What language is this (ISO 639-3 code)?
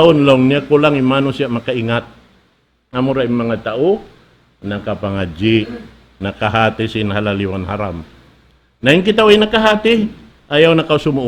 tsg